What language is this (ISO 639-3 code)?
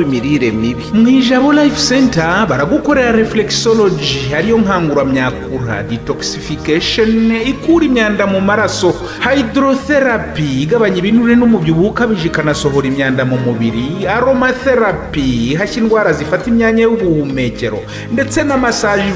kin